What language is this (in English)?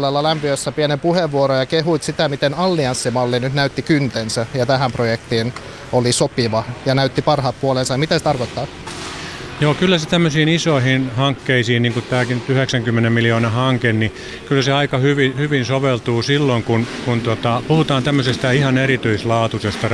Finnish